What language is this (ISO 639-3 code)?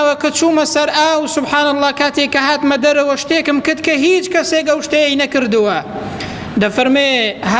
ckb